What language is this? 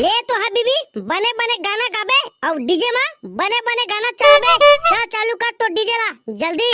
Chhattisgarhi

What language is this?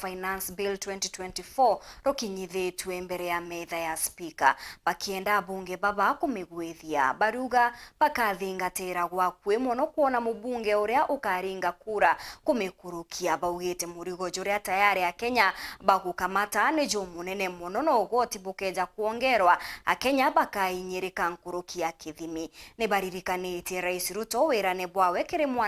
Meru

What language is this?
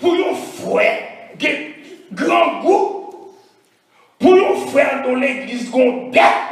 Haitian Creole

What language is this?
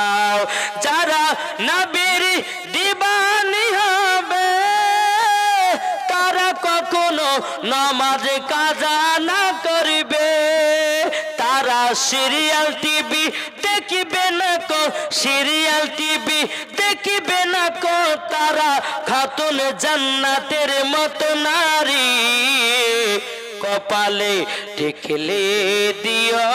Bangla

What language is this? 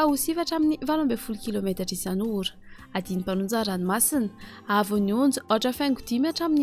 Malagasy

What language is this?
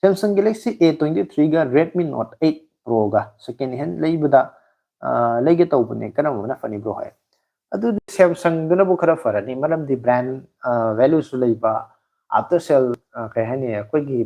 Manipuri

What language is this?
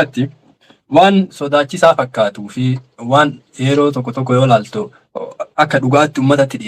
Oromo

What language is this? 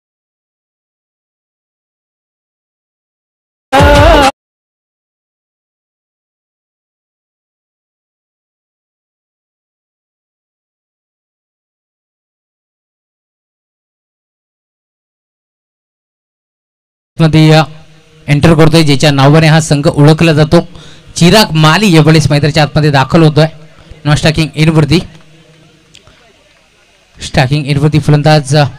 Marathi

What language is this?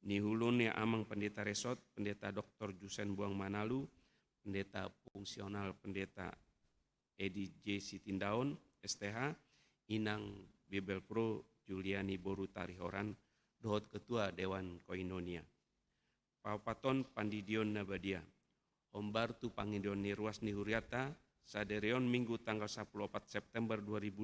Batak Toba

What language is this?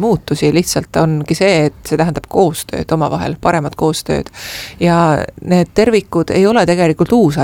Estonian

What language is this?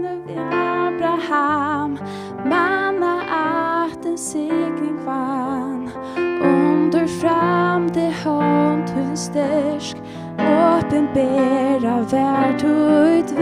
Faroese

